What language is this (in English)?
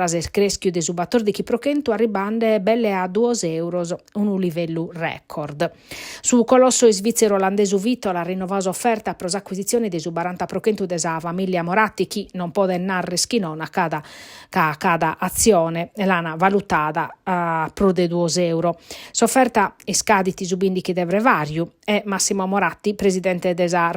Sardinian